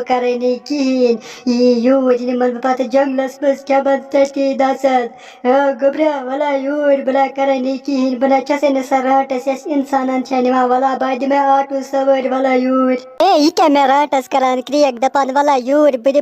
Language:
Kashmiri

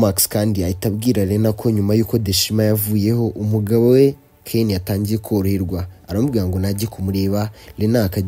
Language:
Kinyarwanda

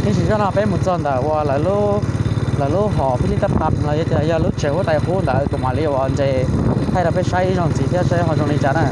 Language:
Hmong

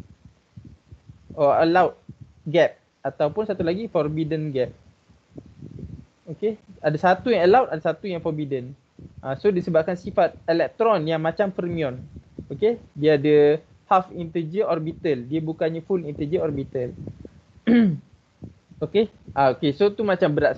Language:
Malay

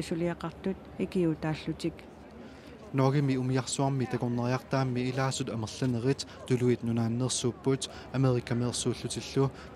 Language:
Kalaallisut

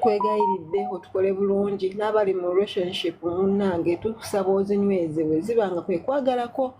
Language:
Ganda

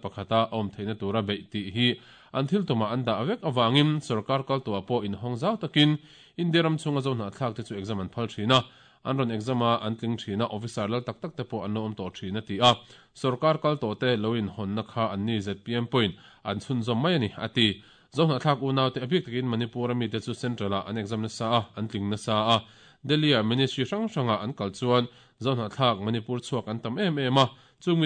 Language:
Mizo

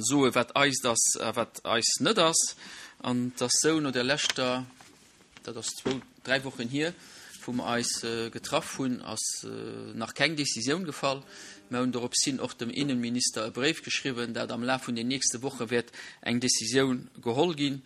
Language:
Luxembourgish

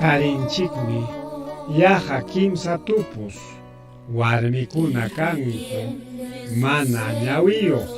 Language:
Ayacucho Quechua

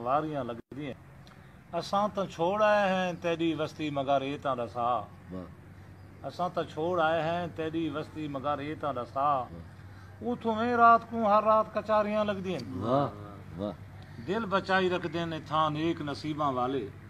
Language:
Saraiki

